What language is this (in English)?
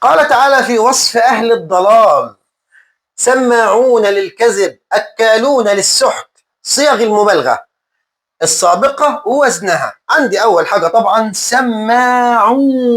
Egyptian Arabic